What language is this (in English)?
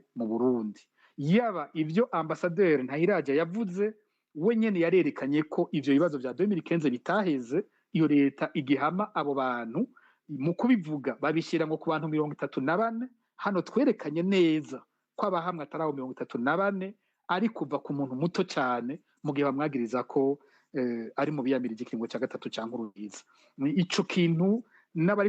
Rundi